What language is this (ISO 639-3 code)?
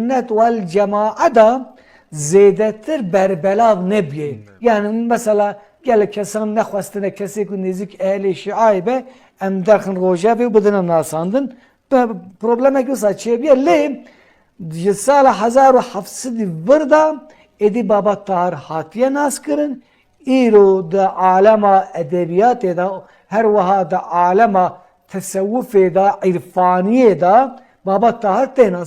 kur